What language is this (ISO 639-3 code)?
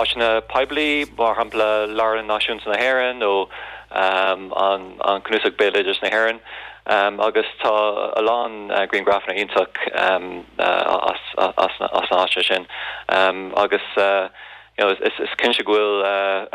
gle